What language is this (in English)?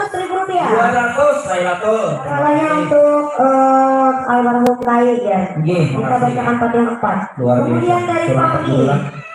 Banjar